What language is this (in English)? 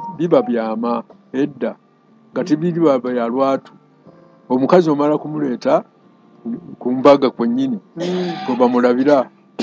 Ganda